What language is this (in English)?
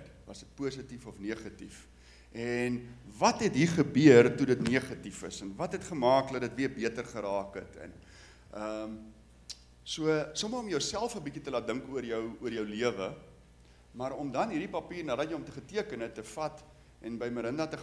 Afrikaans